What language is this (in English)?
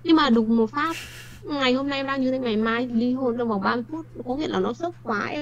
Vietnamese